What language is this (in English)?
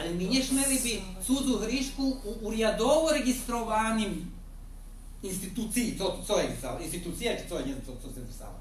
Rusyn